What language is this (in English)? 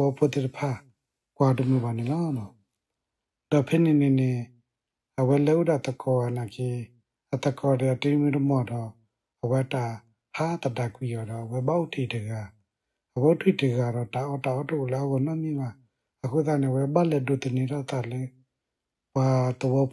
S'gaw Karen